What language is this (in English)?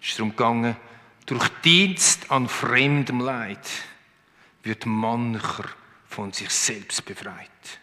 Swiss German